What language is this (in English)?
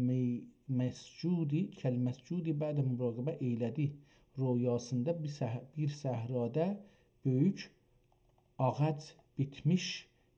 South Azerbaijani